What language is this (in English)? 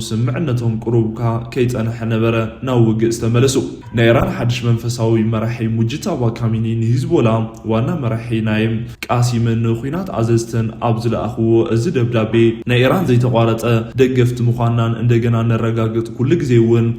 Tigrinya